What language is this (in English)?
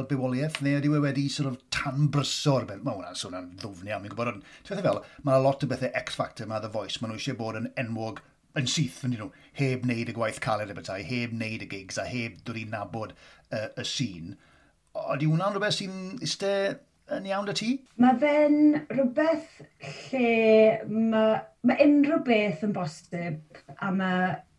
Welsh